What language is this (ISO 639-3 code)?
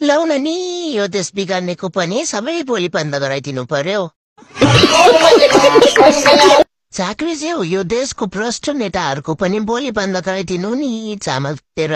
nep